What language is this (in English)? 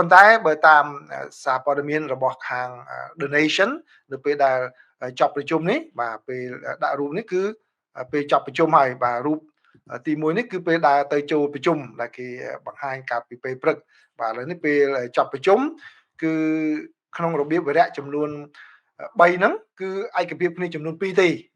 Khmer